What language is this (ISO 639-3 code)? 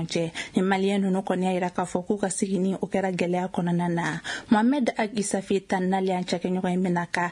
bam